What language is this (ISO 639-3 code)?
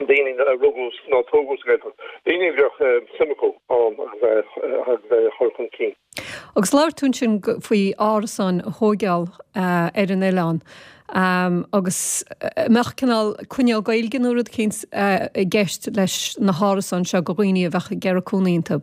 gle